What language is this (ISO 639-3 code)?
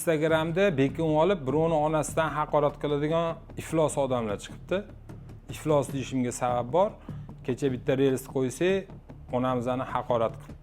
uzb